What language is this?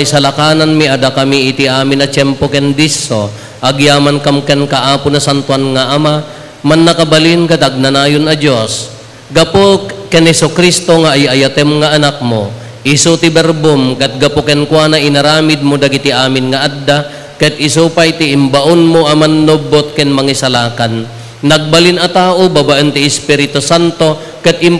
Iloko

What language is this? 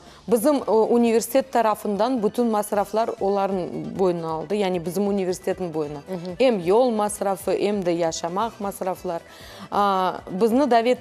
Crimean Tatar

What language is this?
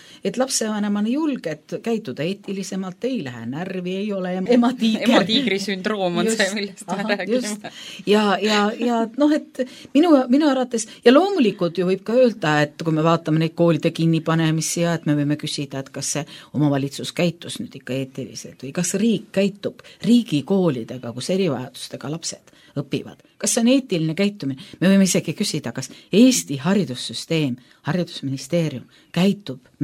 Estonian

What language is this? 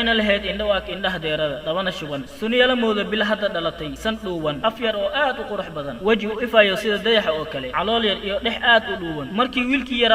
Somali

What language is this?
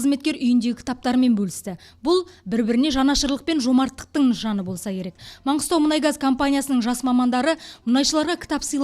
Kazakh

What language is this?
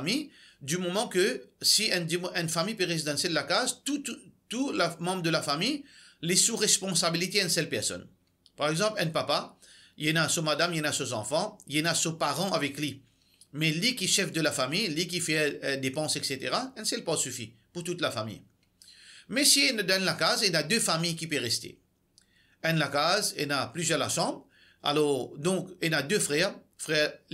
Morisyen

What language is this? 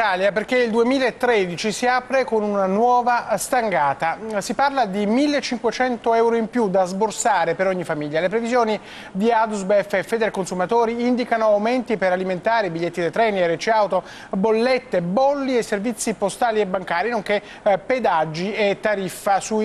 Italian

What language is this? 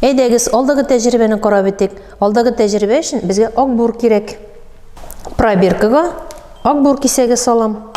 Tatar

